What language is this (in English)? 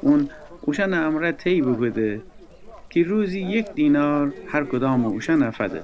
Gilaki